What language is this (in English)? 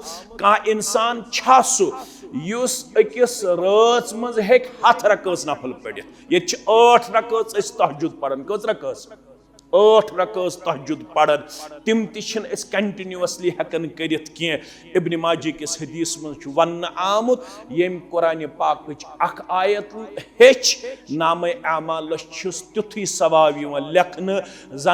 Kashmiri